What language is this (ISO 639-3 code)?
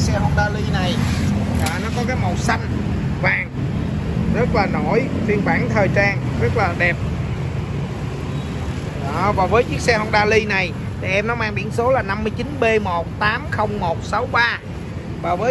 vie